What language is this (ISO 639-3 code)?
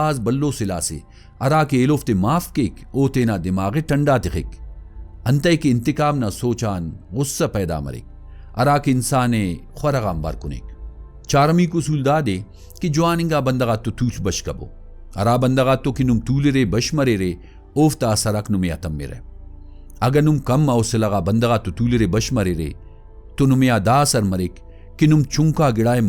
brh